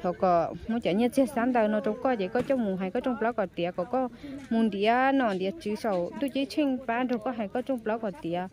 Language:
Hmong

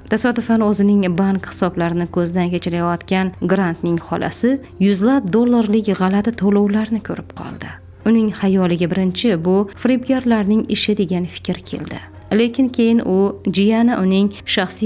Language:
Uzbek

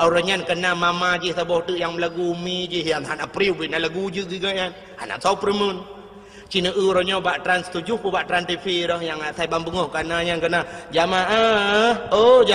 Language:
Achinese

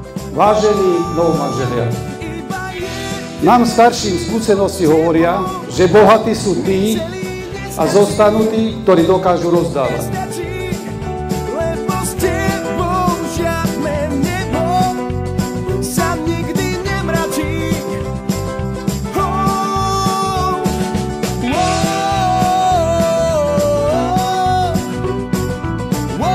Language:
Slovak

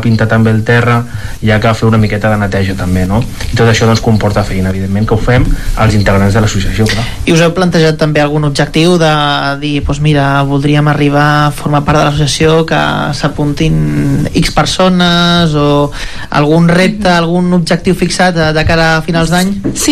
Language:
Catalan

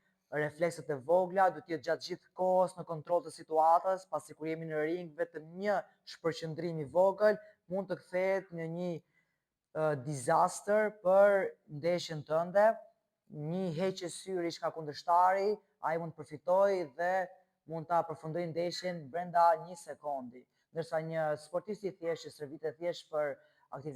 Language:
Albanian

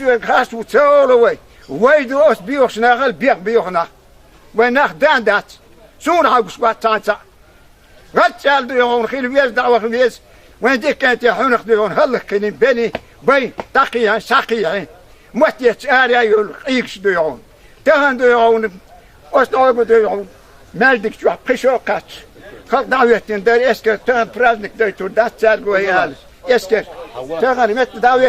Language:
Chechen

